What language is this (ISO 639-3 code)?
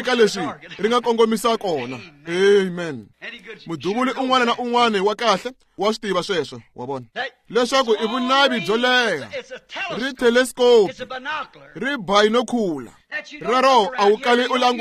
tso